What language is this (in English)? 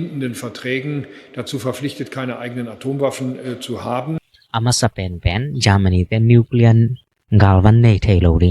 Tedim Chin